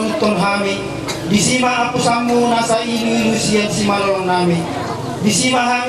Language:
Batak Toba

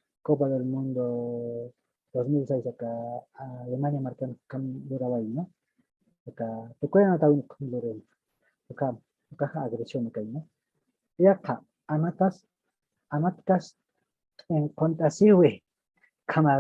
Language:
Aymara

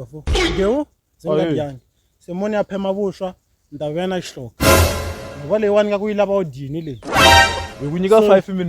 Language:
Tsonga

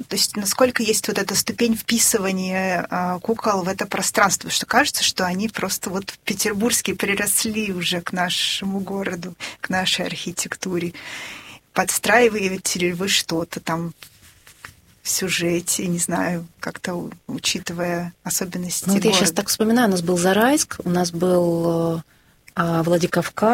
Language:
Russian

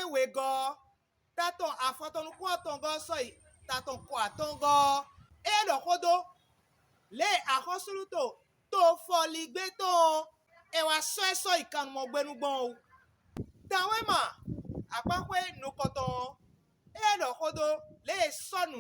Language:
Fon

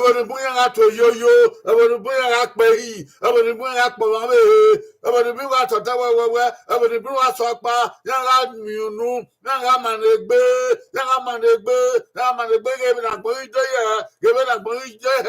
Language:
Bini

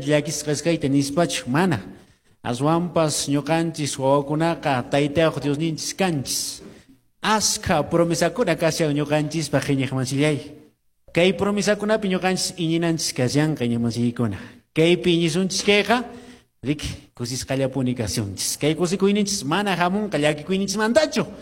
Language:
Quechua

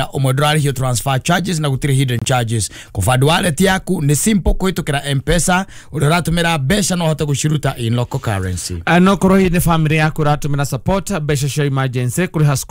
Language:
Kikuyu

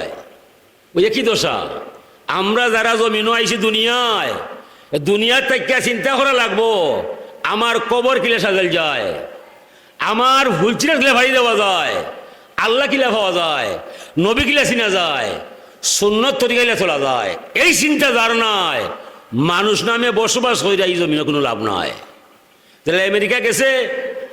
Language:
Sylheti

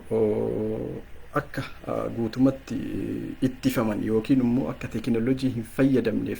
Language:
Oromo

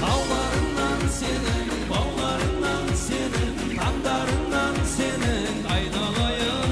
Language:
Kara-Kalpak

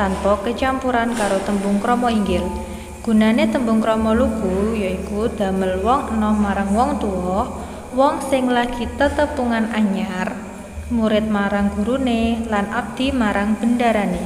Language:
Javanese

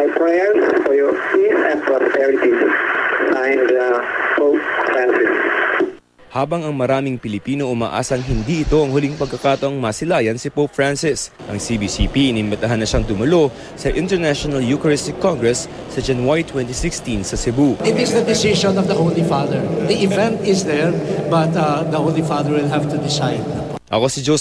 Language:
Filipino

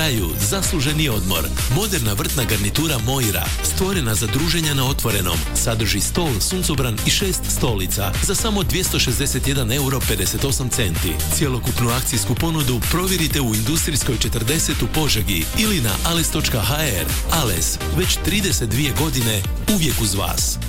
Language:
Croatian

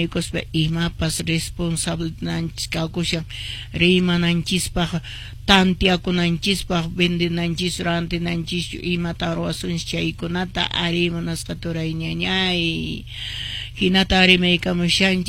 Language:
Quechua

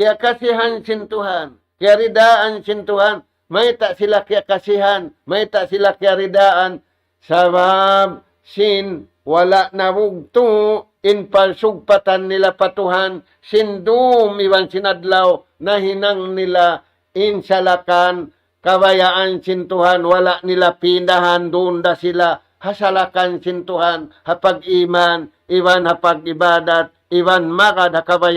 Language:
Tausug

